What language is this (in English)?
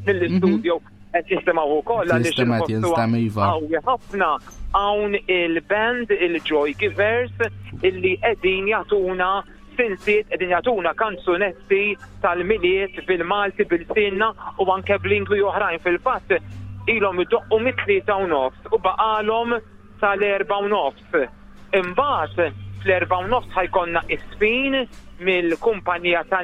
Maltese